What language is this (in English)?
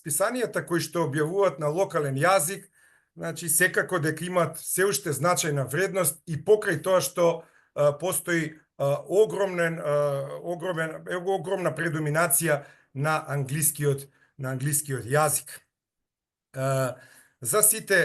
Macedonian